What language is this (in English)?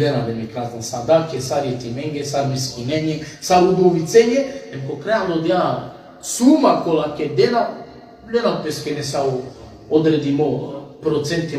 Balkan Romani